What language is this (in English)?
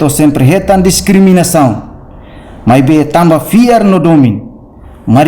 Tetum